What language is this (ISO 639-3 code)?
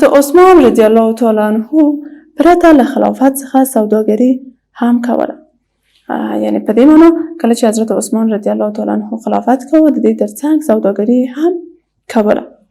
pus